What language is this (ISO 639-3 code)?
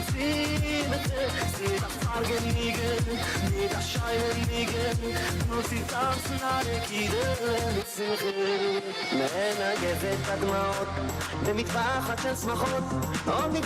yid